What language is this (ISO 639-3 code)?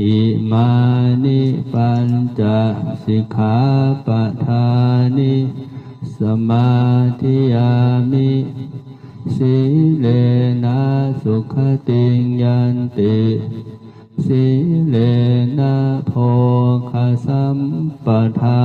pli